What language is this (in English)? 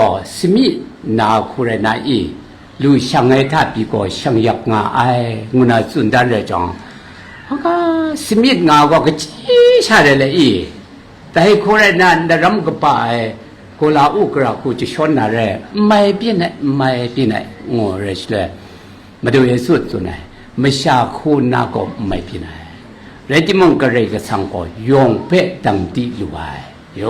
Kachin